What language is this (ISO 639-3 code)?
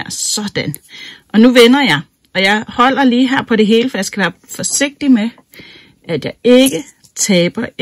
dan